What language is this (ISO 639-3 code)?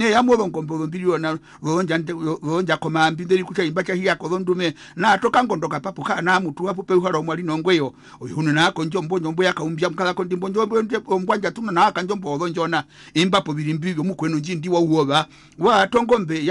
her